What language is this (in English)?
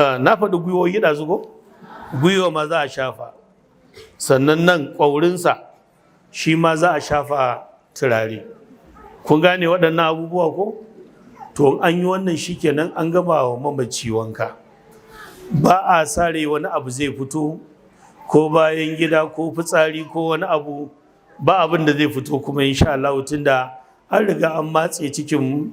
Hausa